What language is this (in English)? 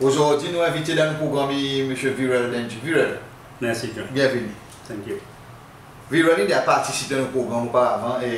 Seselwa Creole French